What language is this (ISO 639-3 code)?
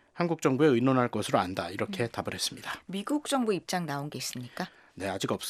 kor